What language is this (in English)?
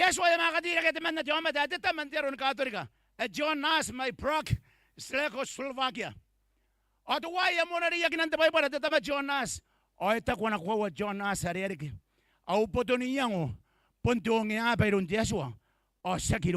Gilbertese